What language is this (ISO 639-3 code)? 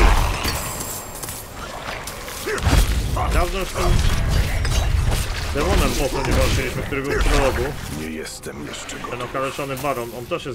pol